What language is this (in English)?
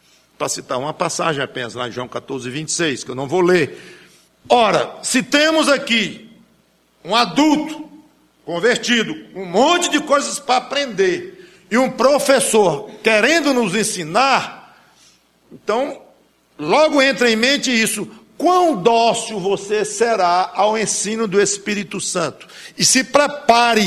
Portuguese